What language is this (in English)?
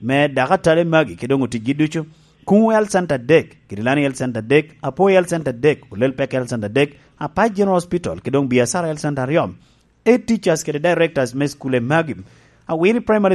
Lango (Uganda)